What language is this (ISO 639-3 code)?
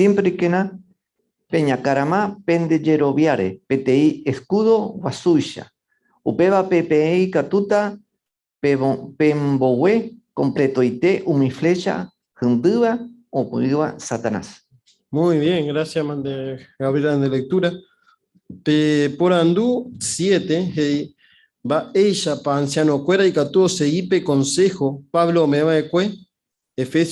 grn